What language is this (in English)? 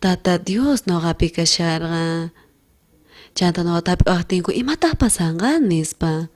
South Bolivian Quechua